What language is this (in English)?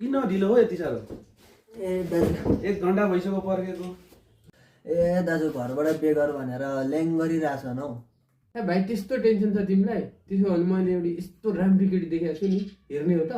Nepali